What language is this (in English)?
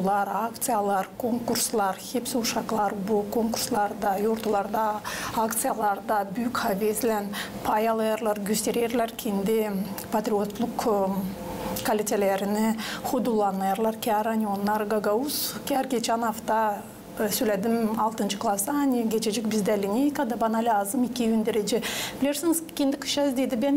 Gagauz